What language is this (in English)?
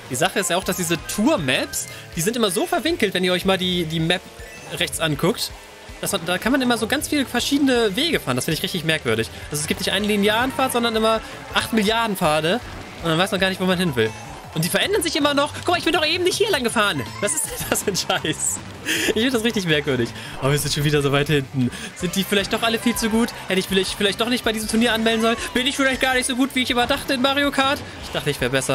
German